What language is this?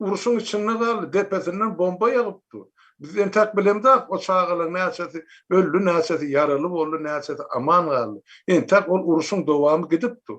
Turkmen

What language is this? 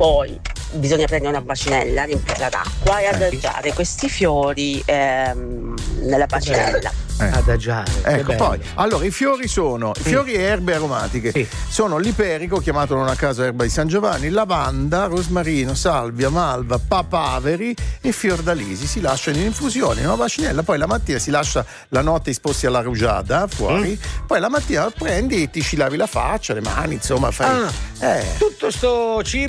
Italian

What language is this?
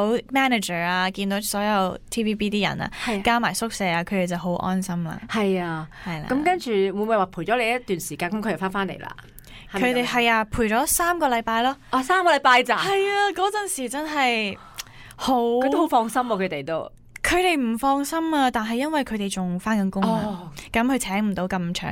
Cantonese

